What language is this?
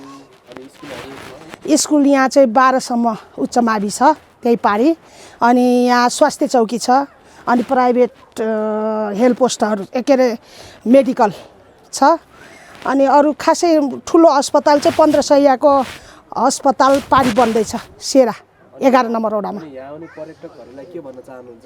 Nepali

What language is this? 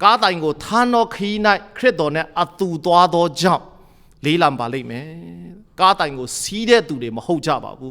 Kachin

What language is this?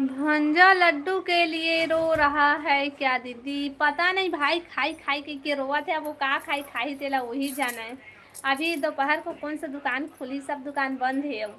Chhattisgarhi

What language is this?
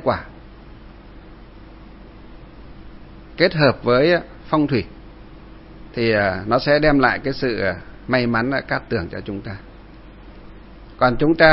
Vietnamese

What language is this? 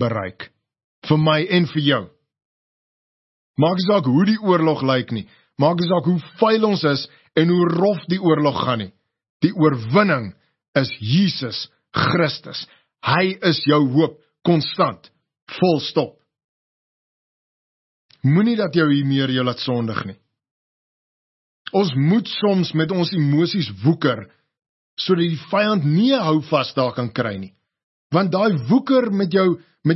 Afrikaans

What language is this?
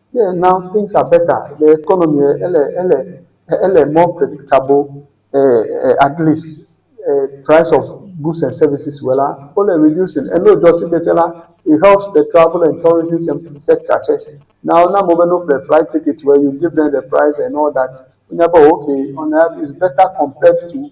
Ewe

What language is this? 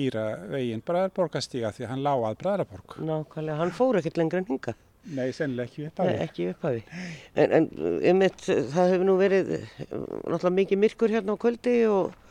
Icelandic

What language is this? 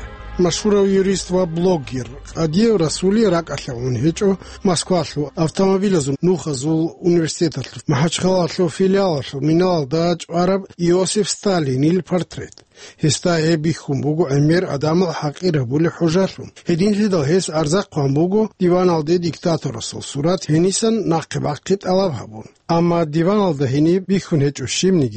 Avaric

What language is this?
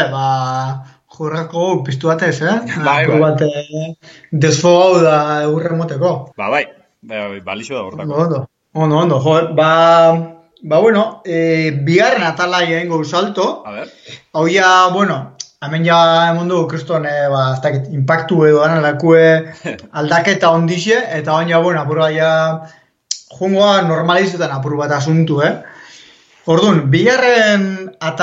Basque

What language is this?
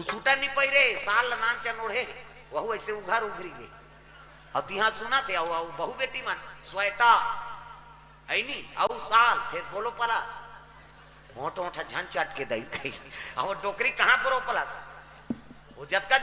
Chhattisgarhi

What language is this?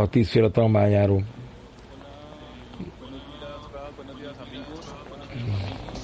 Hungarian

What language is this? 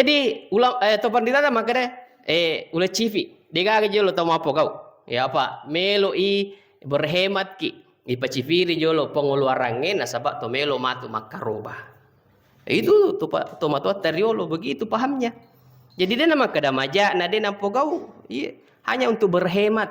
Buginese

